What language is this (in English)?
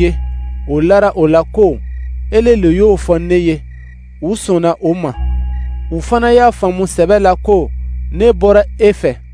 Dyula